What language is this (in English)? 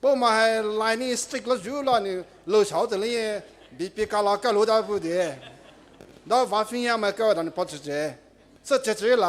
Poumei Naga